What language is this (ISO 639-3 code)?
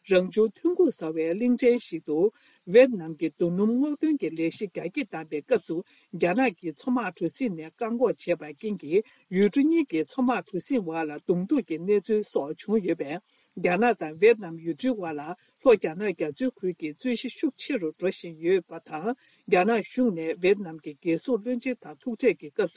bod